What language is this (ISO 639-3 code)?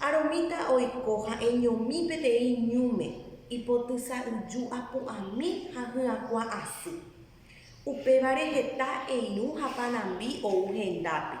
grn